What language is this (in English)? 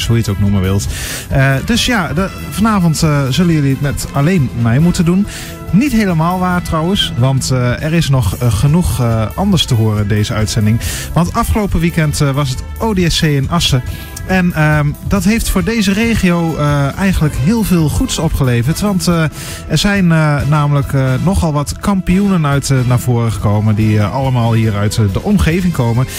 Dutch